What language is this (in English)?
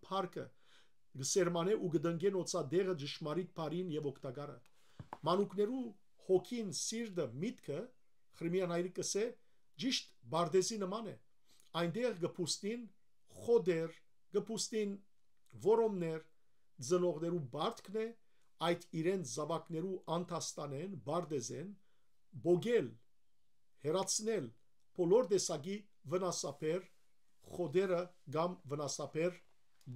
Western Armenian